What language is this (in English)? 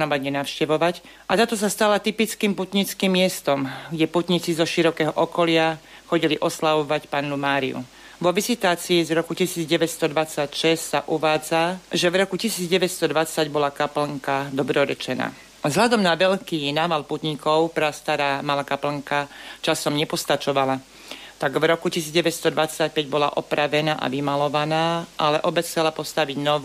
Slovak